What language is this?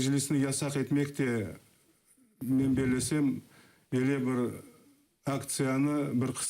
Crimean Tatar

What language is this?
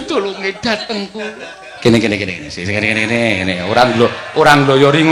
Javanese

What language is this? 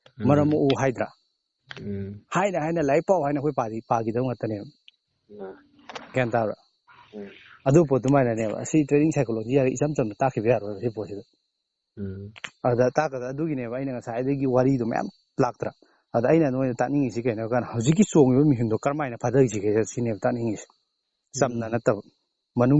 Manipuri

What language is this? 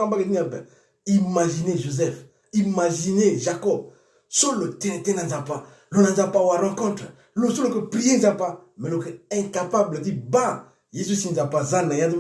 Sango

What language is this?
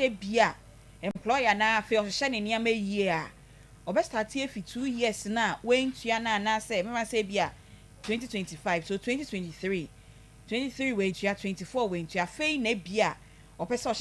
Akan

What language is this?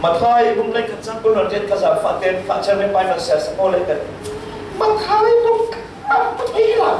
Falam Chin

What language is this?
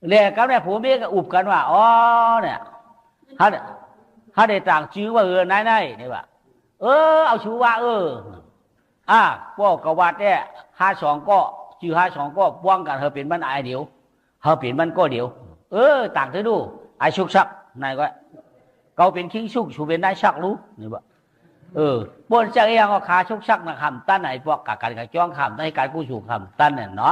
Shan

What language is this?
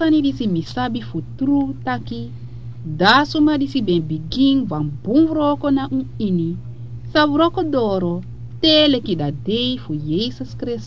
Sranan Tongo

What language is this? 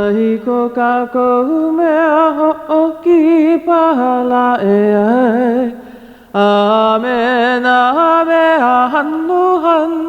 Hawaiian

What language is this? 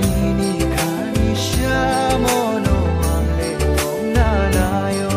Kok Borok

